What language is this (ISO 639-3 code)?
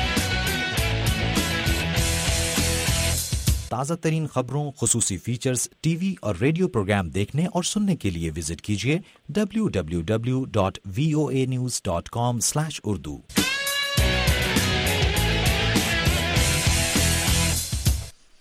urd